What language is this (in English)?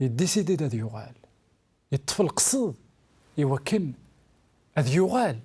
Kabyle